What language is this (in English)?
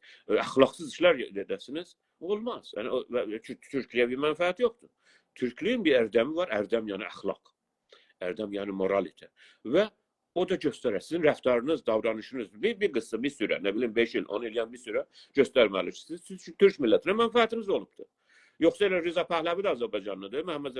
South Azerbaijani